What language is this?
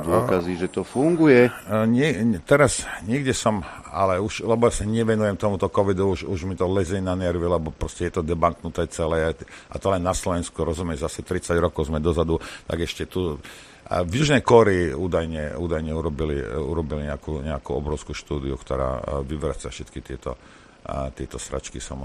Slovak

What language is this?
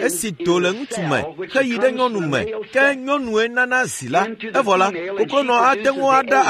Ewe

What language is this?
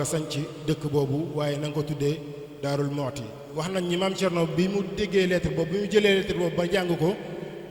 Wolof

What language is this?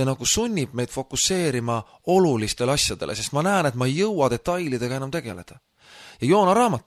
Estonian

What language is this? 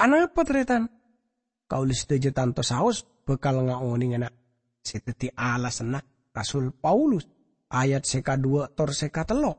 Madurese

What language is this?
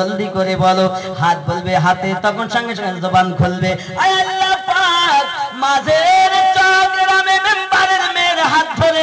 Bangla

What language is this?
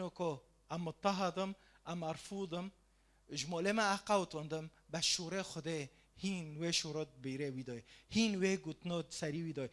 Kurdish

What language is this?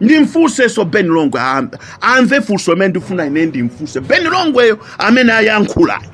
Nyanja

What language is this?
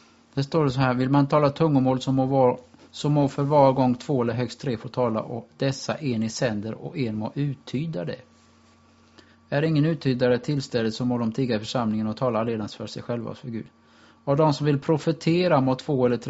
Swedish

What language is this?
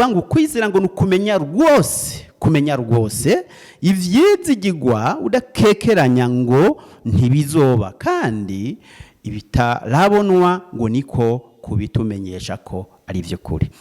Rundi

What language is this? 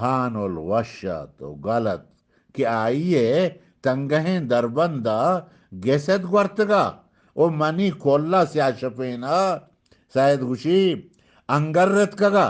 Eastern Balochi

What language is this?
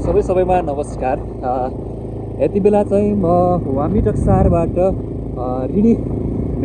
Nepali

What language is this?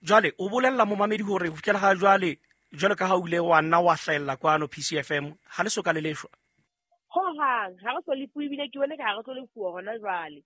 Southern Sotho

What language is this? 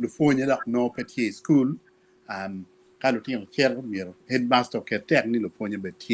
Acoli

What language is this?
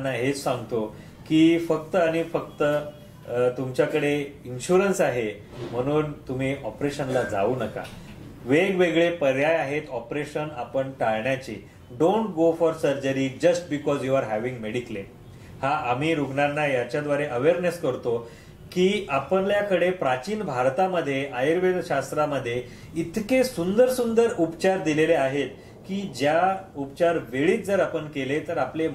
Marathi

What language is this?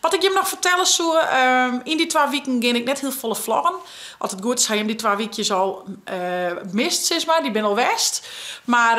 Western Frisian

